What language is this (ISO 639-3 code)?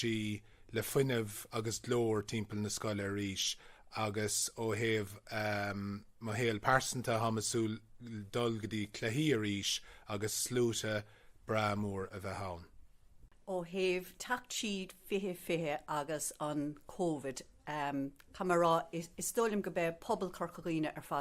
gle